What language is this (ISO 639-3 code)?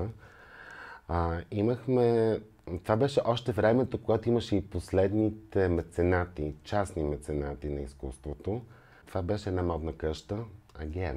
bul